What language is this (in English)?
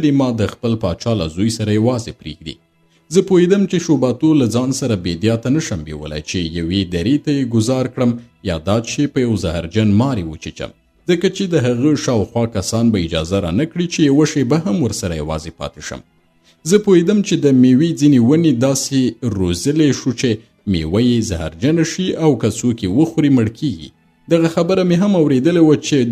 Pashto